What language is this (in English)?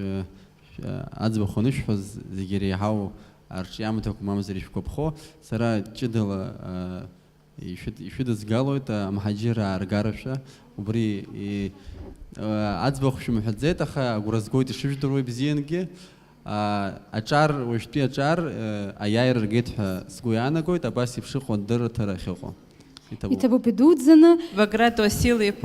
Abkhazian